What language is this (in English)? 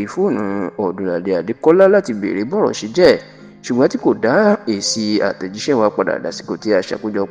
Yoruba